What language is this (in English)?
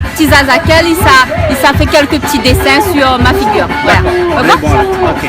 Réunion Creole French